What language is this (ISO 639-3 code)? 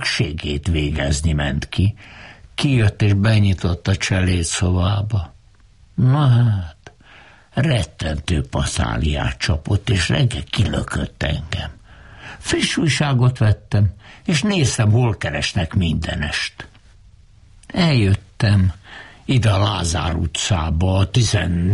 hun